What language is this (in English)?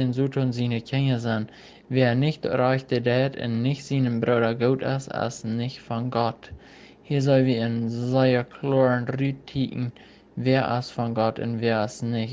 Plautdietsch